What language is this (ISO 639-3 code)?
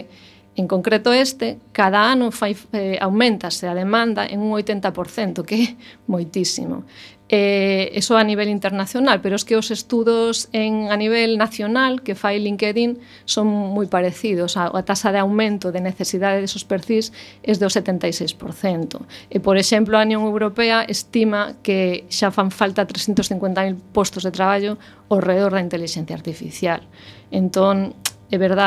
glg